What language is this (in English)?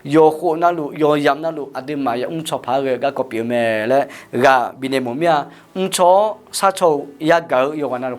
Akha